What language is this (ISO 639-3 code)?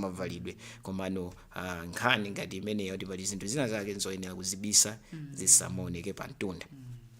nya